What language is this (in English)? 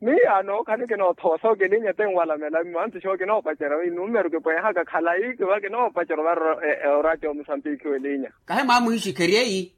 Makhuwa